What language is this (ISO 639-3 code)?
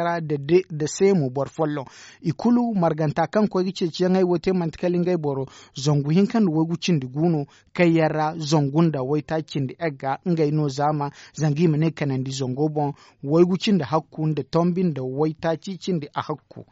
dje